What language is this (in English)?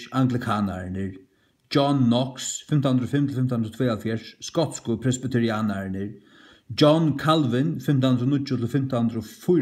Faroese